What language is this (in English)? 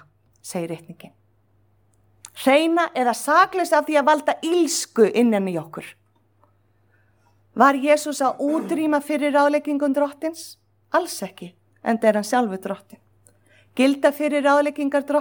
Icelandic